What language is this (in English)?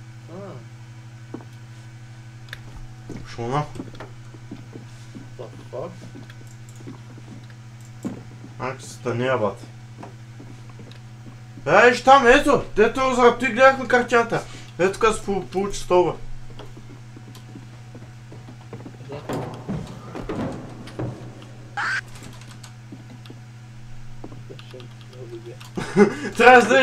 Bulgarian